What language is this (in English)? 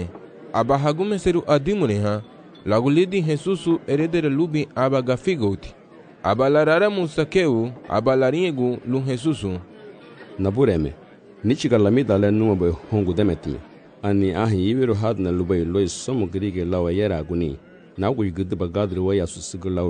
Garifuna